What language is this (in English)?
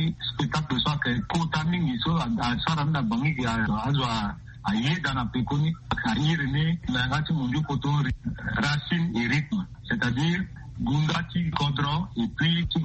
Sango